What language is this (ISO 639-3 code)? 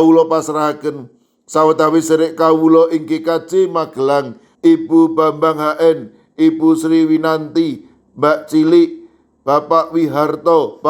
jav